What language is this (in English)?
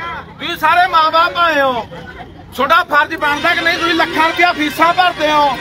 Punjabi